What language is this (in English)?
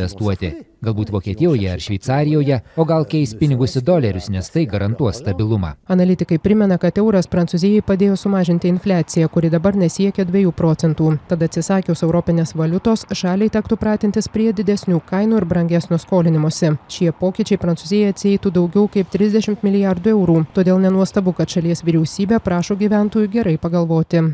Lithuanian